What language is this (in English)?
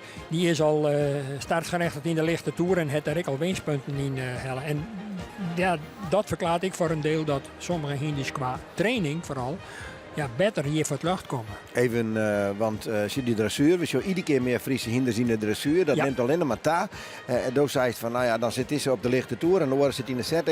Western Frisian